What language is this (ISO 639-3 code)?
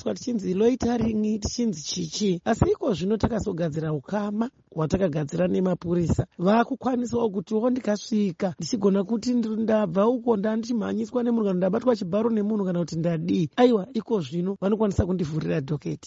sna